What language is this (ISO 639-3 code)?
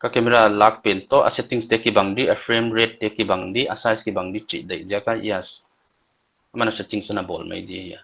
pck